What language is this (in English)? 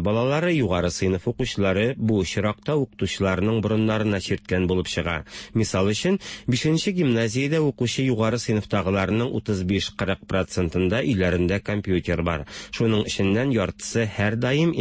Tatar